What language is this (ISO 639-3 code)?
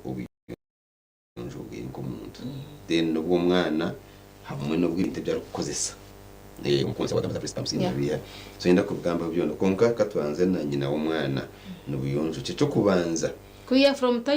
nyn